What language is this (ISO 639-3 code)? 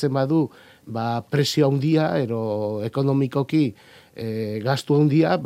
eus